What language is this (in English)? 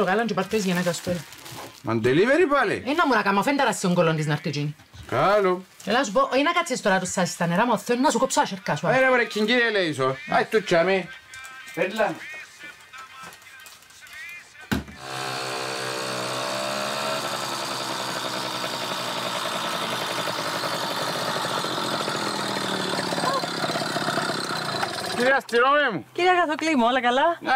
Greek